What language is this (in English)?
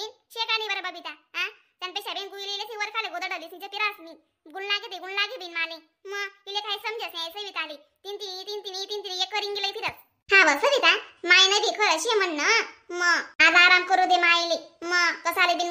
Khandesi